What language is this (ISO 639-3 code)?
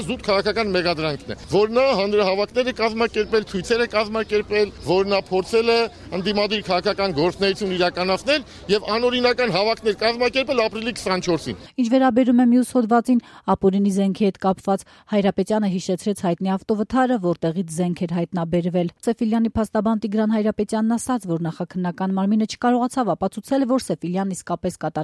hye